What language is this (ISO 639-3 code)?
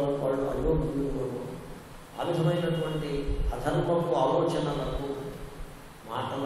tel